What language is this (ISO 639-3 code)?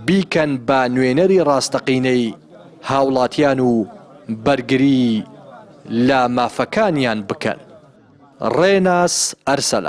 ckb